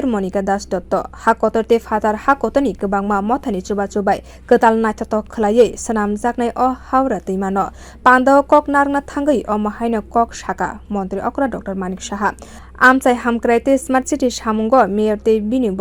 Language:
Kok Borok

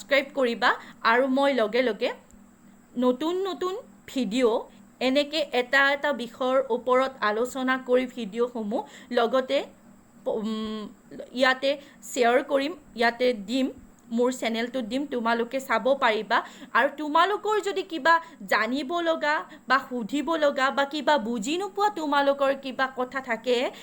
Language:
Assamese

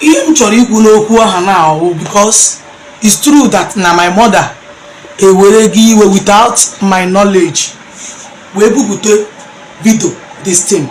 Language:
Igbo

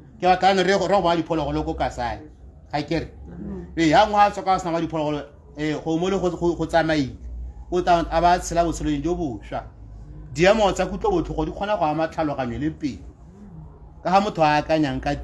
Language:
Tswana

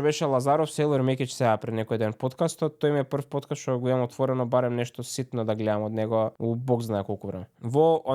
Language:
Macedonian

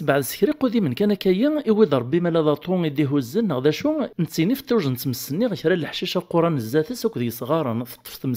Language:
Kabyle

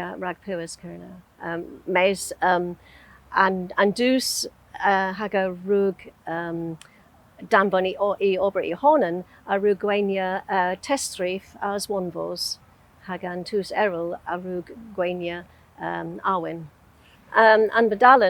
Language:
Cornish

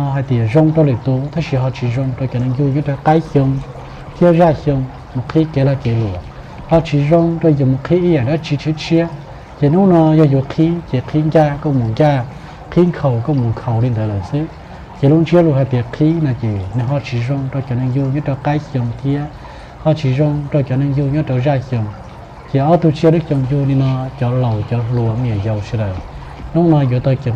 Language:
Hmong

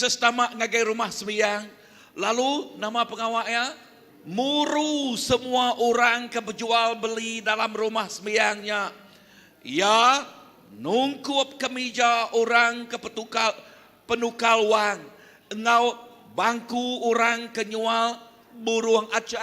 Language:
Iban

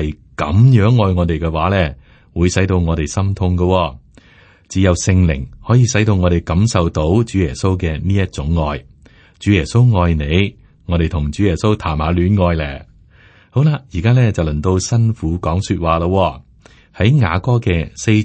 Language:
Cantonese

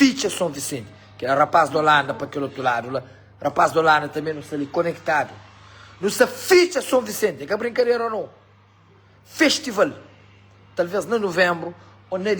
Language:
Kabuverdianu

